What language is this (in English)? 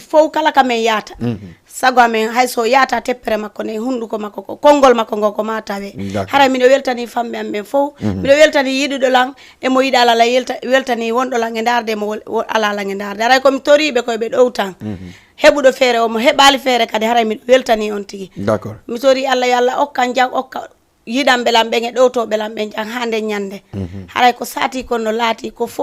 Fula